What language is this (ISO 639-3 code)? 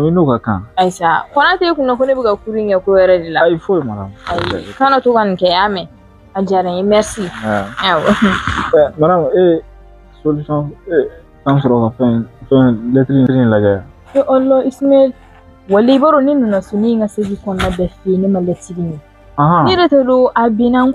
bam